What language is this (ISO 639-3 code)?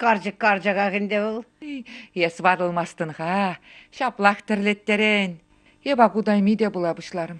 chv